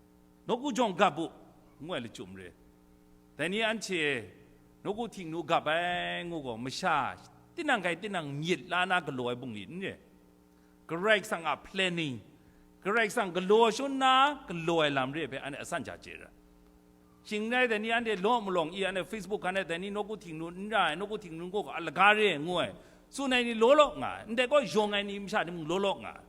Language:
Kachin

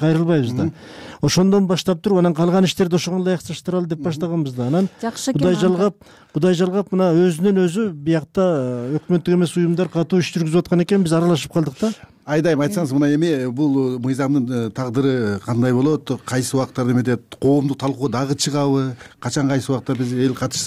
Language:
Kyrgyz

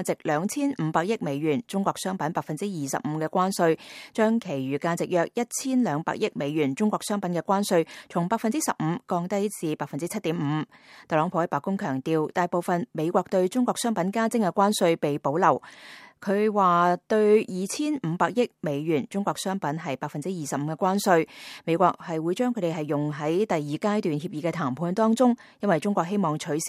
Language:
Cantonese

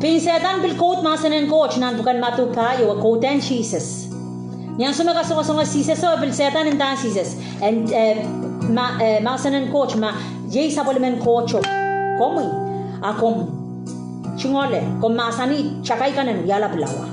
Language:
Pohnpeian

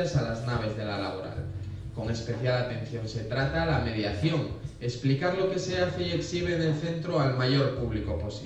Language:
Spanish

